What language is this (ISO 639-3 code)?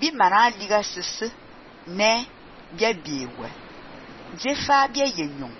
fan